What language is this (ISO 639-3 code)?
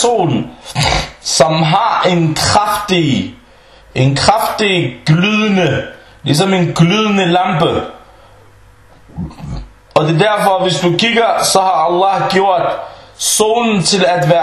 dan